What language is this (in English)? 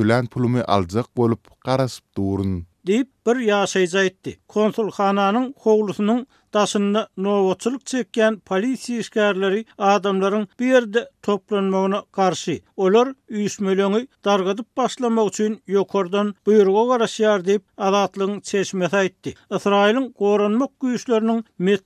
Turkmen